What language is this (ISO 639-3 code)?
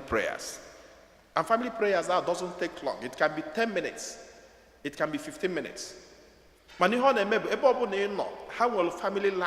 ibo